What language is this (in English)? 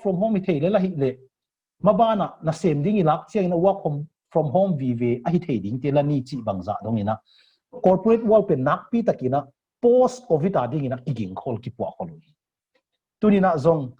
Tedim Chin